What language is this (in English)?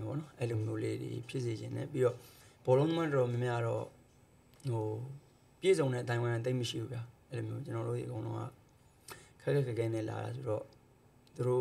Burmese